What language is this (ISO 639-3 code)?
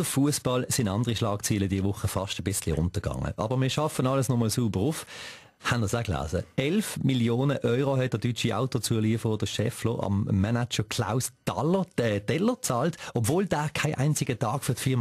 gsw